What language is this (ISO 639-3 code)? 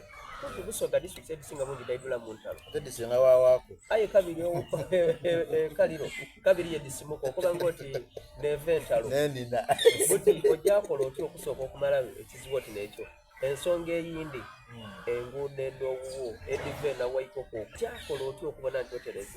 xog